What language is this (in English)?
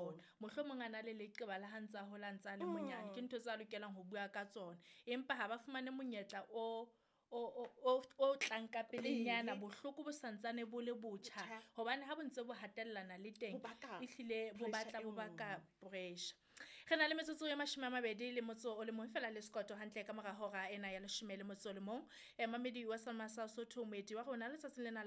Southern Sotho